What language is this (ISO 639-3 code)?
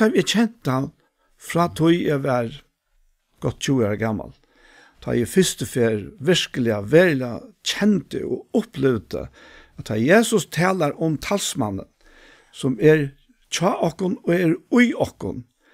fao